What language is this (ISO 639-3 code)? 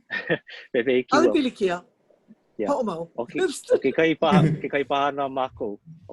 haw